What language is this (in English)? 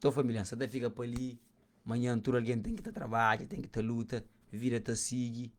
Kabuverdianu